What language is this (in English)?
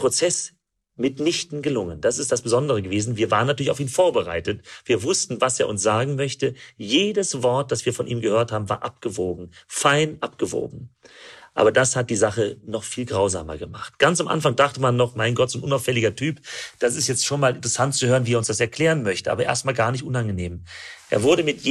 German